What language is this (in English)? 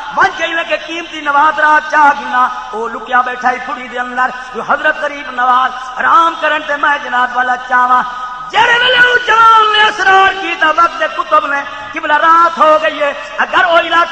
Saraiki